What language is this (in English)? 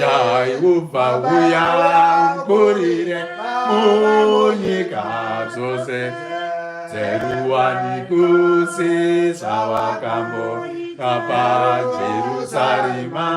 Shona